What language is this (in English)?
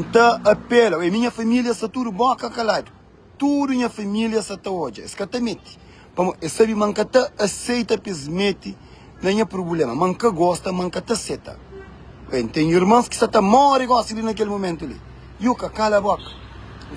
Kabuverdianu